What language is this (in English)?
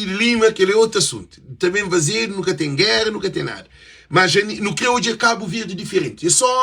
Kabuverdianu